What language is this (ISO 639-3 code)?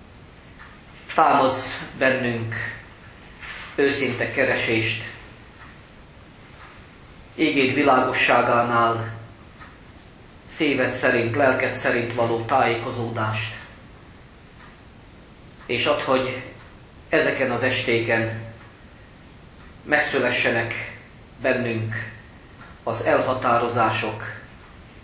hun